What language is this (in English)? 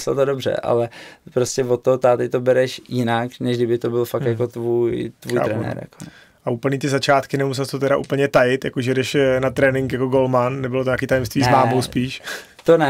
Czech